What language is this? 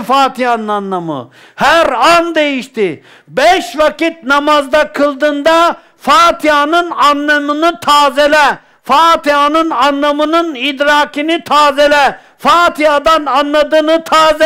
Turkish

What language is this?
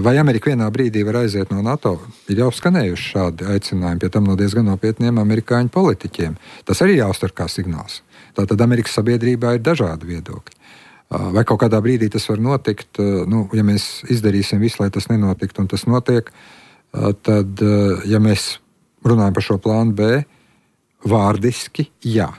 Latvian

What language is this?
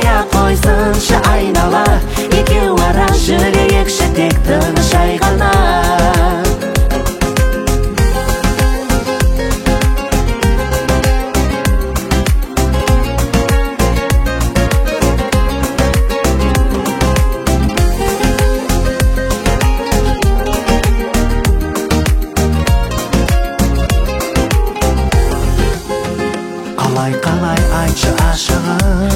Kazakh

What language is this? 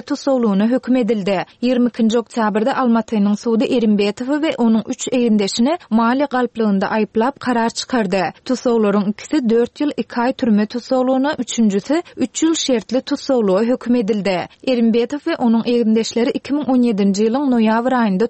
Turkmen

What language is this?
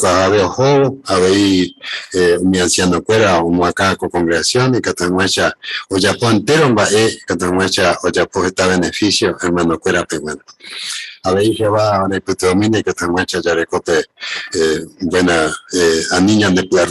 Guarani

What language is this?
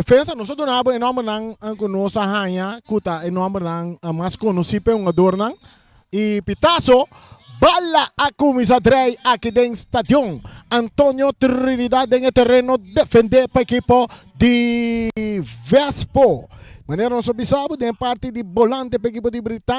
Papiamento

